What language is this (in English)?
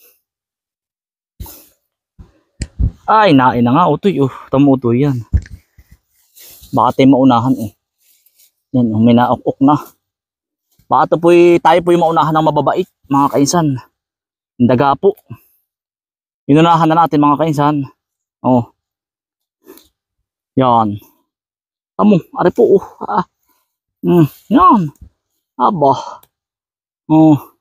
Filipino